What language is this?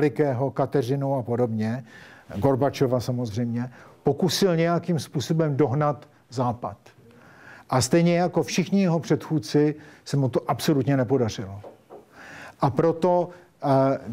Czech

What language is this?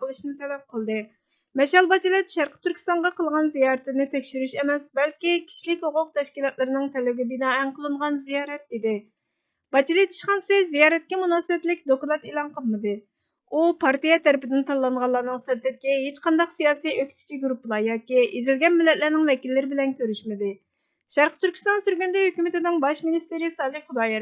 Uyghur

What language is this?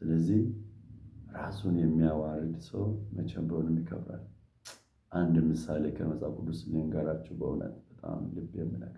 Amharic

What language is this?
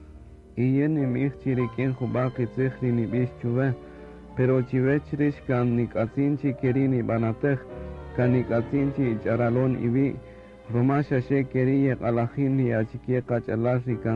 Kaqchikel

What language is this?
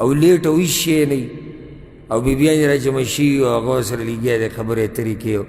Pashto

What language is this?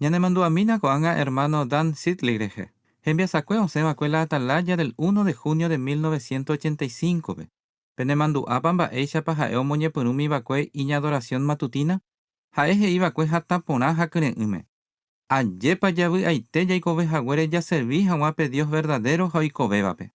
Guarani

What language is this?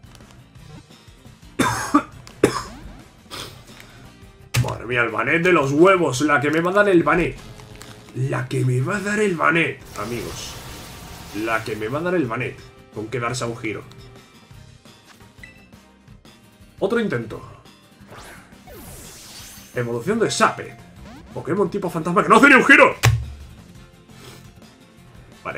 Spanish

